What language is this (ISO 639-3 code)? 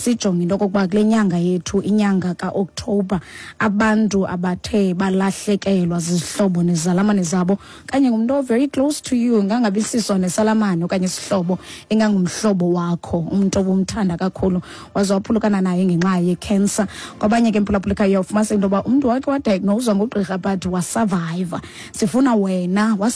xho